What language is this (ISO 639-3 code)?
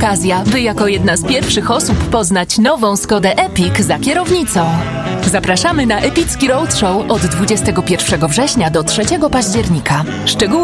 pol